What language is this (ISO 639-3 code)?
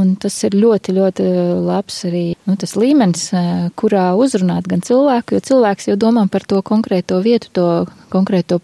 lav